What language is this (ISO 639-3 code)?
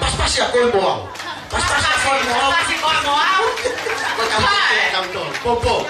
ton